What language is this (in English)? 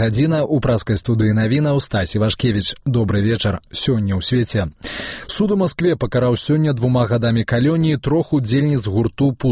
Belarusian